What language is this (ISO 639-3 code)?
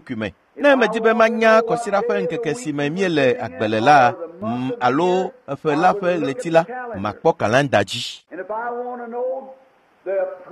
ewe